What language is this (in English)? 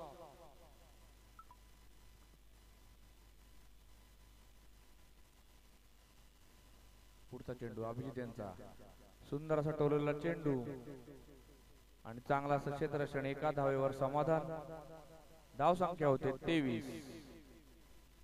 Marathi